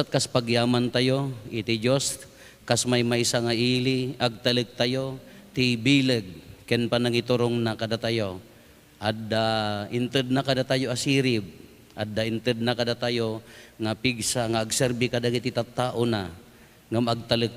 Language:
Iloko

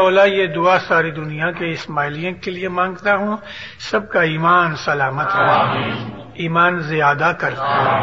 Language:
Urdu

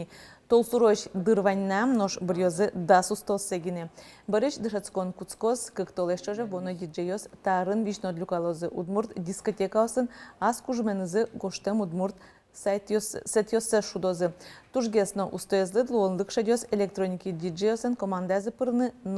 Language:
Udmurt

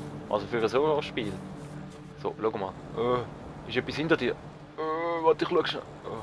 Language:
Swiss German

